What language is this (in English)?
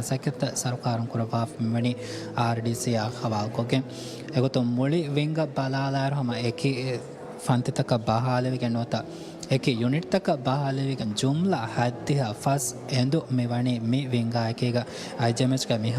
Divehi